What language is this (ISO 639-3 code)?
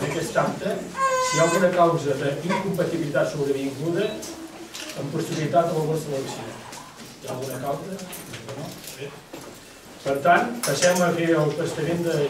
cat